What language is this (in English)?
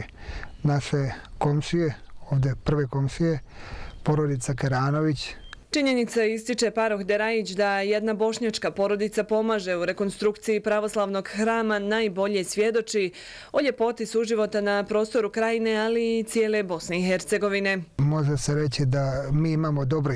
Bosnian